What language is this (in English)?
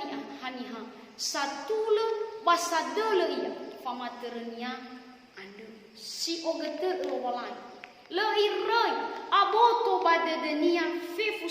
Nias